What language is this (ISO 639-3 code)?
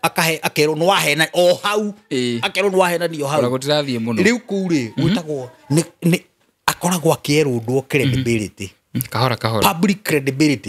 kik